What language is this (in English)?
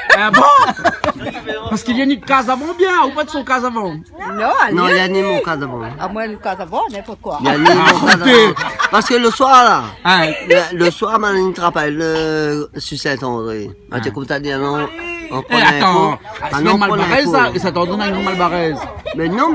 Réunion Creole French